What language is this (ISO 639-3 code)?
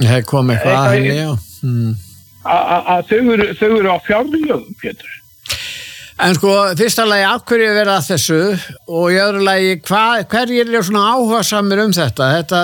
isl